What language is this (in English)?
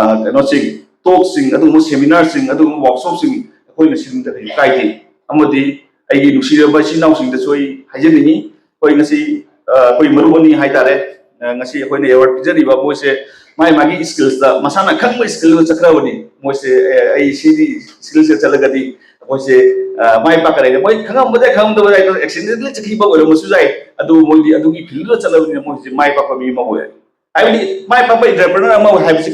Manipuri